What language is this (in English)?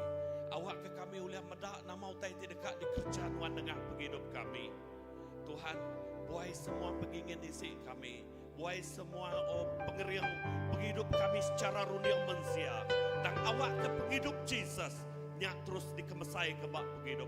Iban